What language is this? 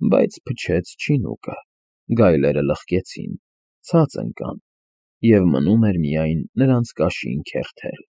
Armenian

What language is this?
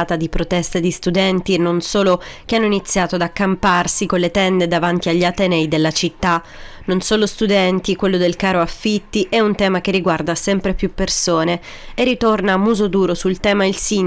Italian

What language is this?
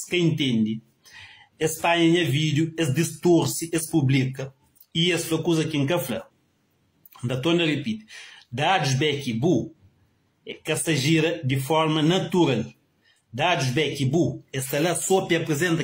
Kabuverdianu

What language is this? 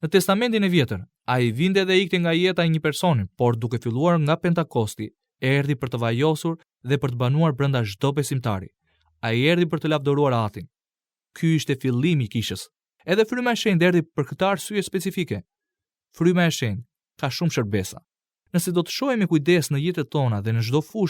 Albanian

